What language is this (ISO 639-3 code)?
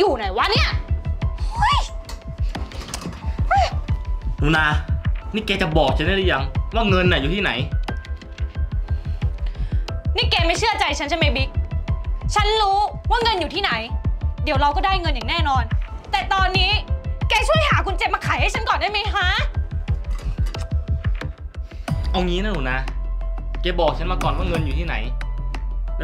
tha